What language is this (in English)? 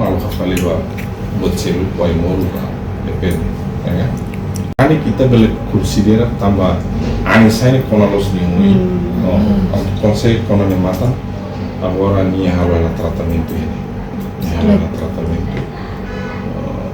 Tetum